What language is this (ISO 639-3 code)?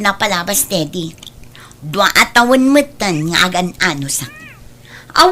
ilo